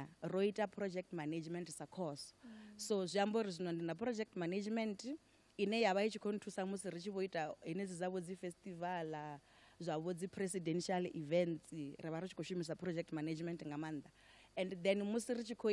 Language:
Venda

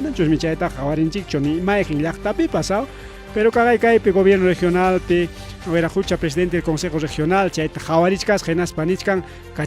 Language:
Ayacucho Quechua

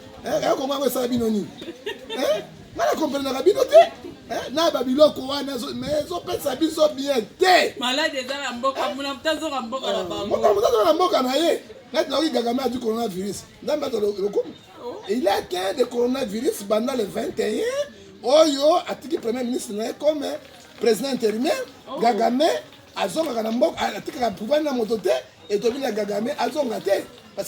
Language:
Lingala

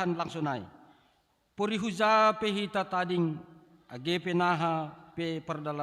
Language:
Batak Simalungun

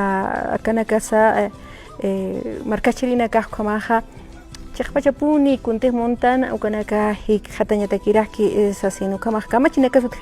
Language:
Aymara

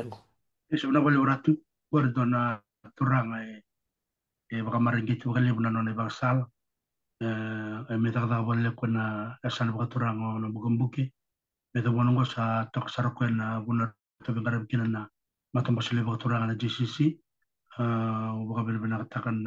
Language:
Fijian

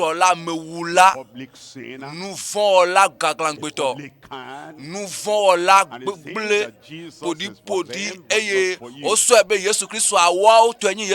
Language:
Ewe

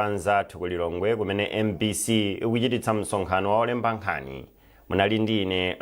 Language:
Nyanja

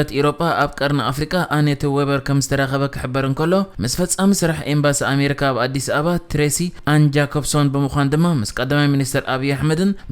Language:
Tigrinya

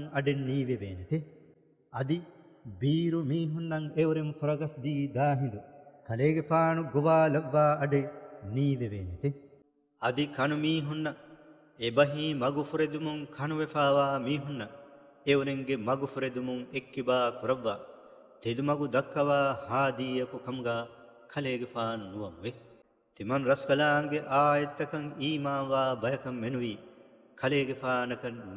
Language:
Divehi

